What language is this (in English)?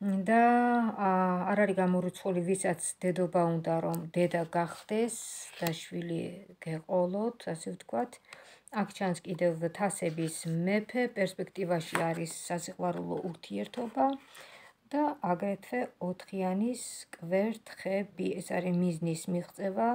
Georgian